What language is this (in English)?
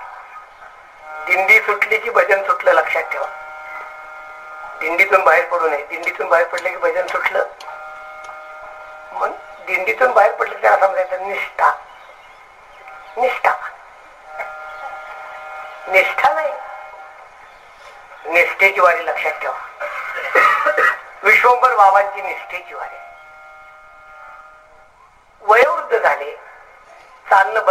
Marathi